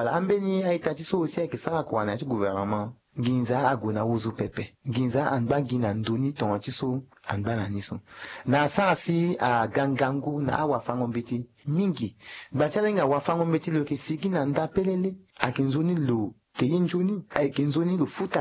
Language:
Sango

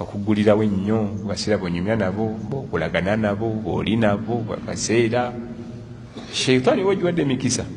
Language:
Ganda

